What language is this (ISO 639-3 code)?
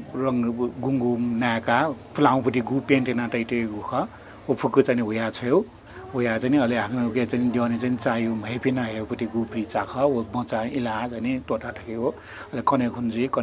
new